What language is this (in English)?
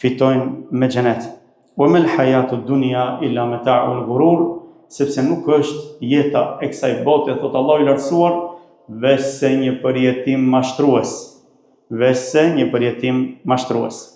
Albanian